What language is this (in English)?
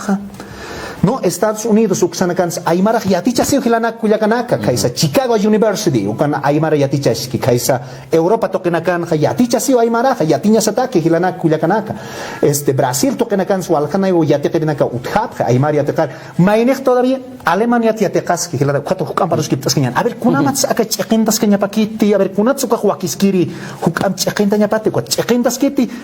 Aymara